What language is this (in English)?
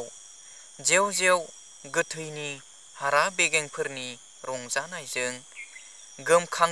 Bodo